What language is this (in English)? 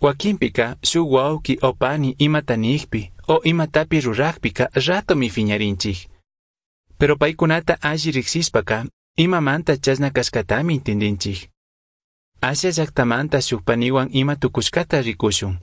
Chimborazo Highland Quichua